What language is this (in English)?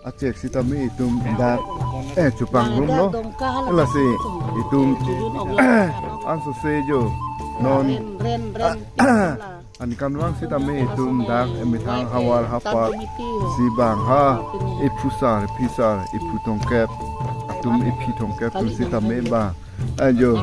Karbi